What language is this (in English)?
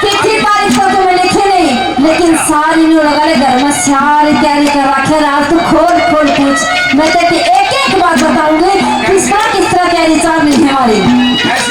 Haryanvi